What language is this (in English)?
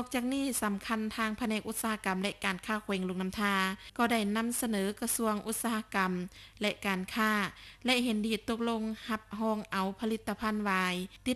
Lao